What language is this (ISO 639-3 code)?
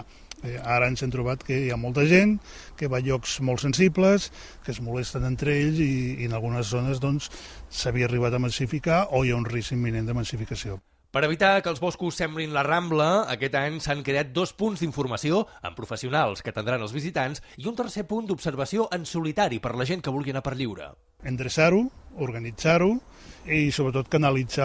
cat